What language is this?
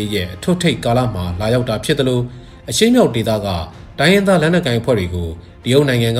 Burmese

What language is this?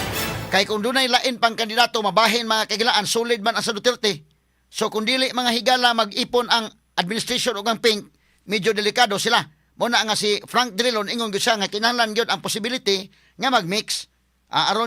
Cebuano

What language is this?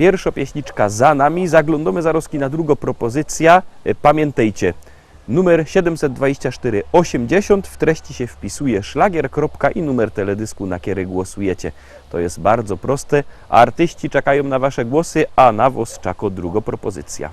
Silesian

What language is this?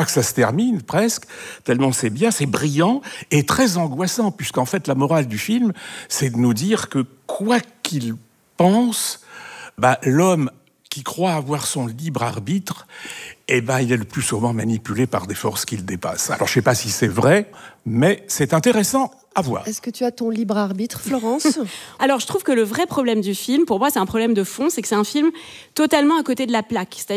French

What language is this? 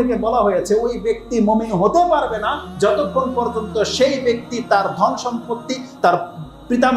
Bangla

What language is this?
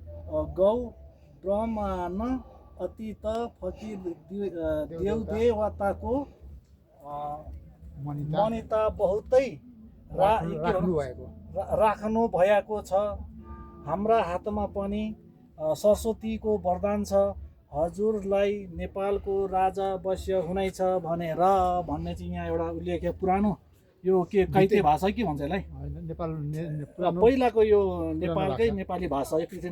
Nepali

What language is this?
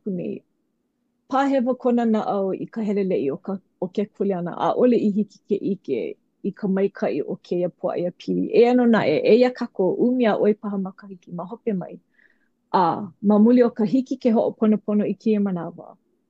Hawaiian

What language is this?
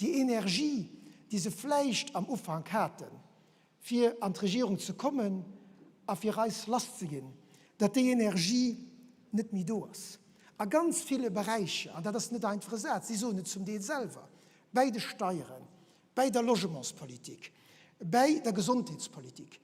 Luxembourgish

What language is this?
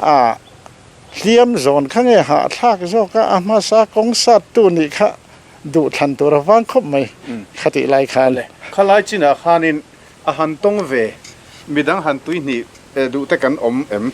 Mizo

